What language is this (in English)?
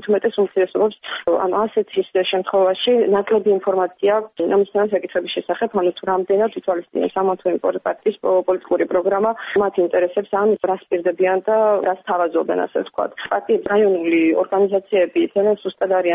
Georgian